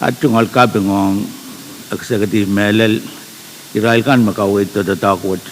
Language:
Pohnpeian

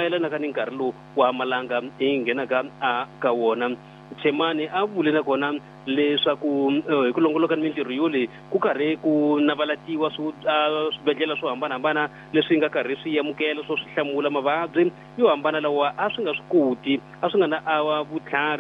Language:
Tsonga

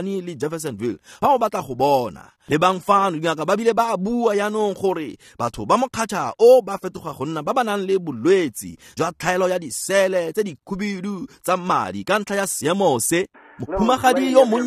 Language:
Tswana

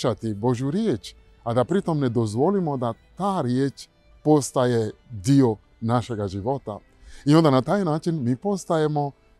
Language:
Croatian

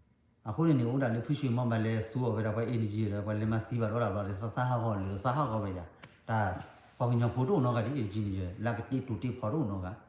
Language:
S'gaw Karen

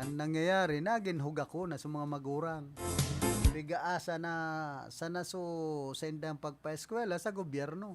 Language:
Bikol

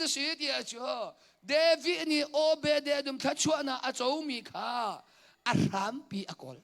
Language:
Hakha Chin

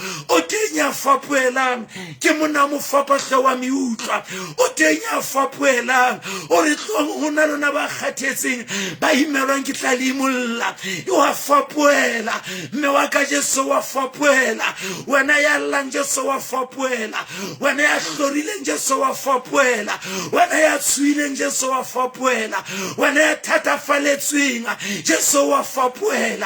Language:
Southern Sotho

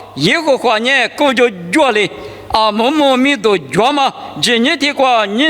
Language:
Lisu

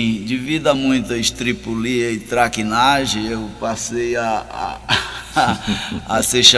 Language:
Portuguese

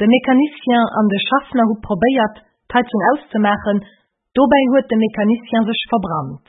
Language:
Luxembourgish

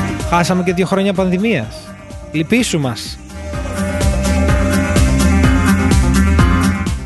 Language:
Greek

